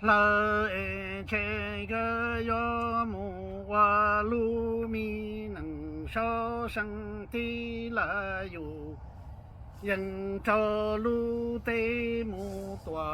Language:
Hmong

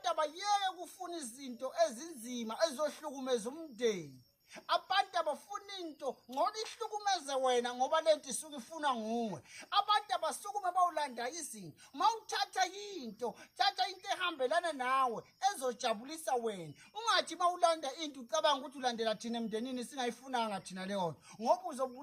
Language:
Zulu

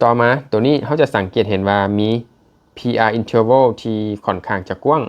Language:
Lao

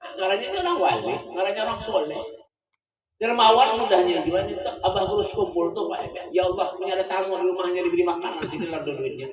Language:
Banjar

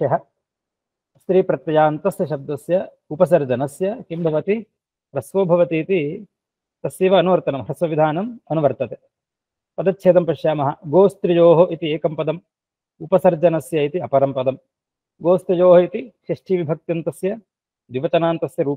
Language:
Sanskrit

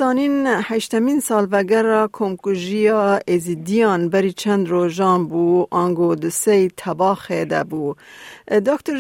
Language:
Kurdish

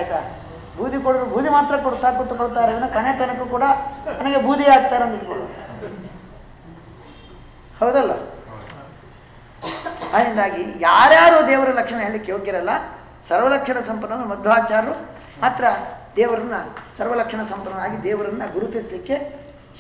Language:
Kannada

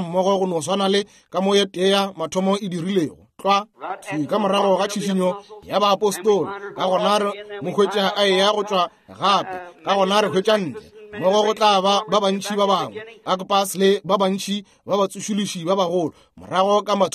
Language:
Northern Sotho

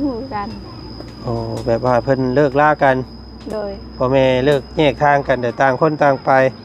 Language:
Lao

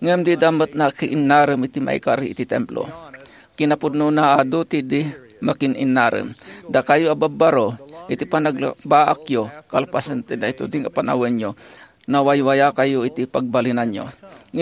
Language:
Iloko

